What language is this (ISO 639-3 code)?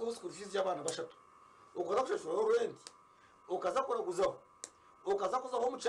nyn